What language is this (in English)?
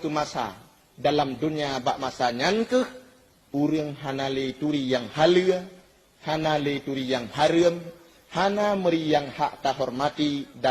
Achinese